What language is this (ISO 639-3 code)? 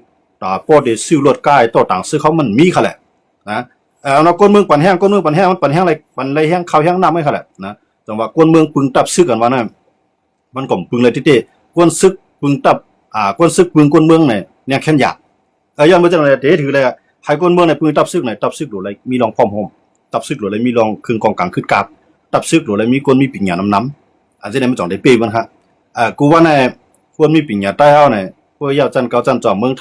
shn